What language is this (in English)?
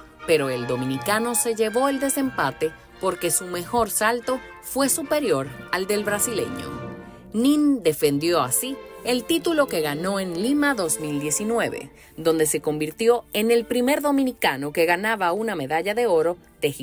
Spanish